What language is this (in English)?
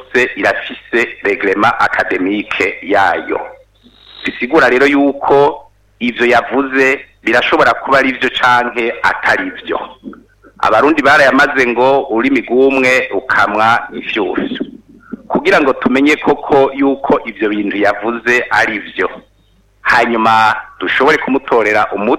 Rundi